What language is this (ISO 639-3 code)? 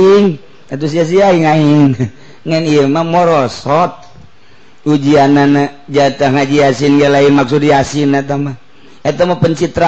sun